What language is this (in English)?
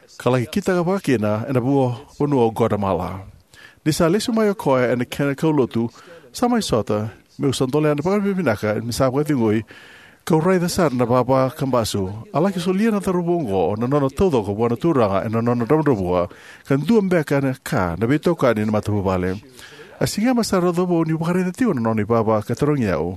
Fijian